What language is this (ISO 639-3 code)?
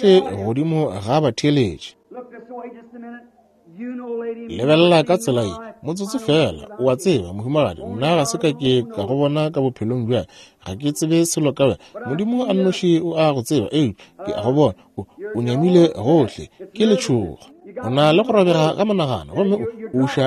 nso